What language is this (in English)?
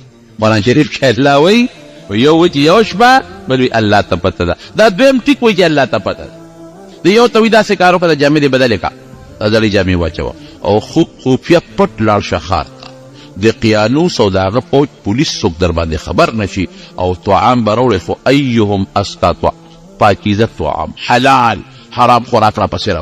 Pashto